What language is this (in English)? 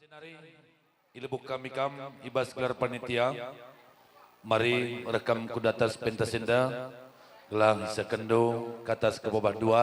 Batak Karo